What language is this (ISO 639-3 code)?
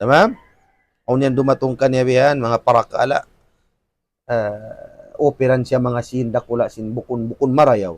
tsg